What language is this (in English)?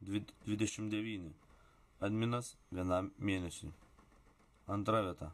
Lithuanian